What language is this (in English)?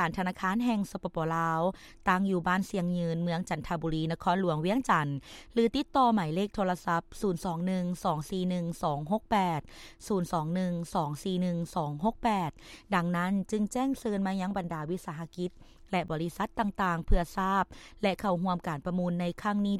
Lao